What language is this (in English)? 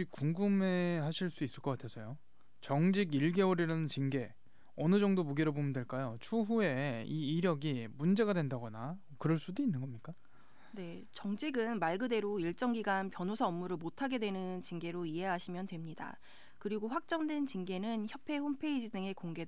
Korean